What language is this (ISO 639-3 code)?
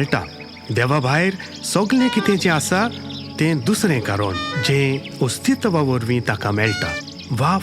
kok